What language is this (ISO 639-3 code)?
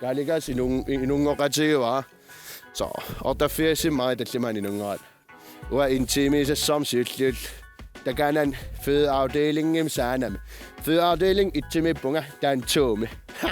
kal